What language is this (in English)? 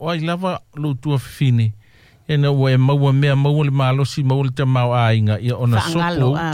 Samoan